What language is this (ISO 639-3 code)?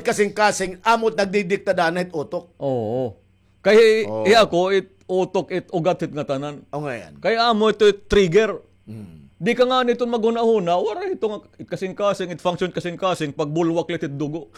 war